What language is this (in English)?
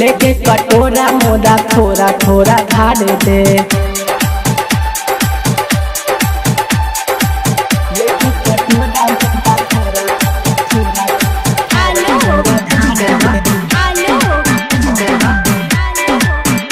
Bhojpuri